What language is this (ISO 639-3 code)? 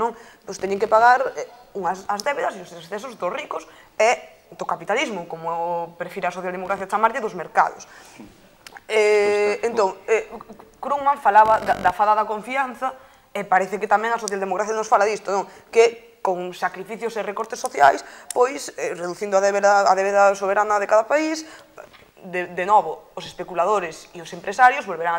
glg